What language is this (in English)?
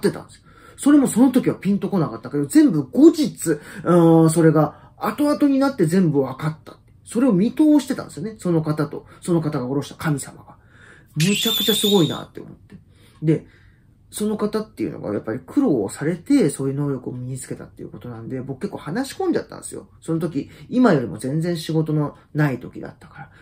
Japanese